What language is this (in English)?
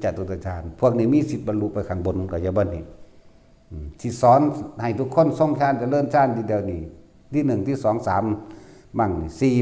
Northeastern Thai